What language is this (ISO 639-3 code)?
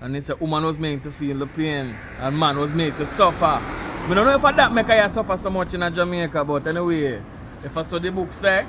jam